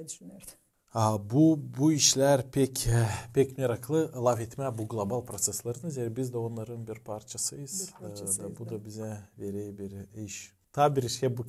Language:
Gagauz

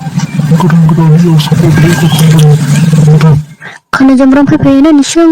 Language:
Dimasa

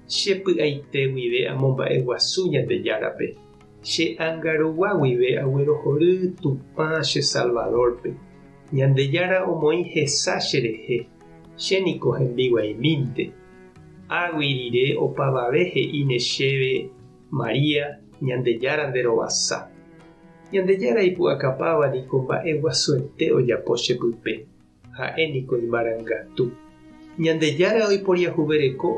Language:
Guarani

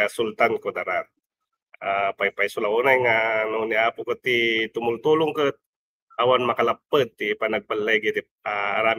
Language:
Iloko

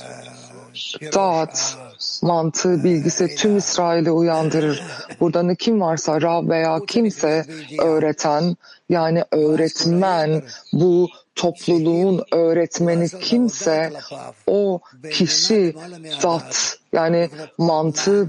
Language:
Turkish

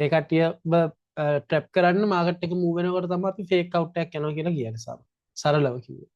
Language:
Sinhala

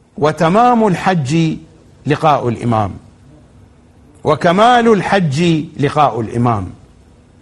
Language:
Arabic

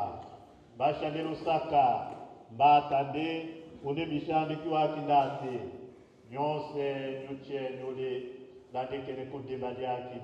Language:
Tetela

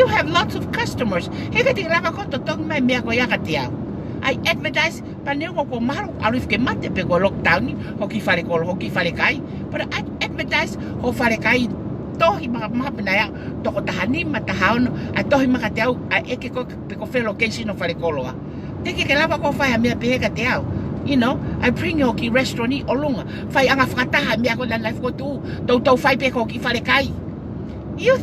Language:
Tongan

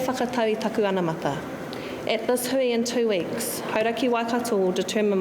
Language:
Māori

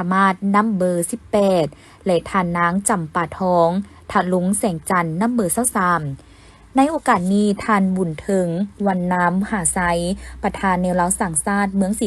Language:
Lao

